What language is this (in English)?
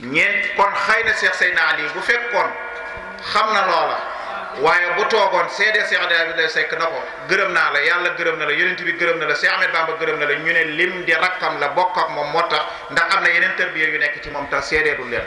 Wolof